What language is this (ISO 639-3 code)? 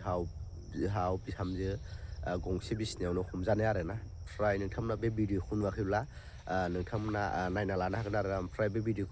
brx